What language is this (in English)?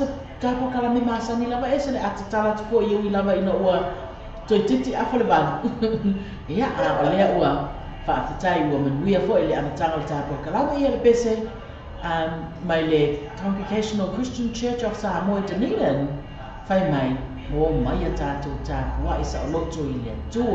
Samoan